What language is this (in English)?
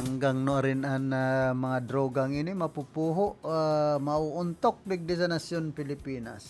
Bikol